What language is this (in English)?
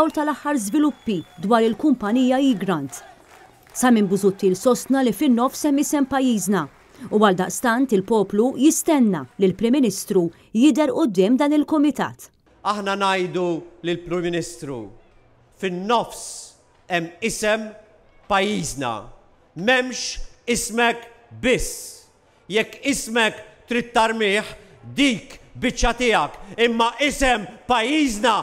Maltese